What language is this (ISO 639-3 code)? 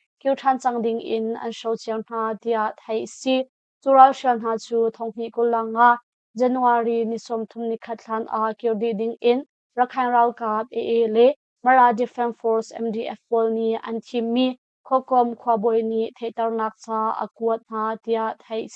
cnh